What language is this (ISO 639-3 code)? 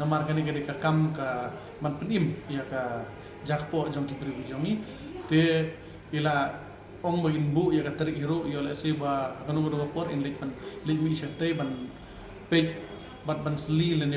kha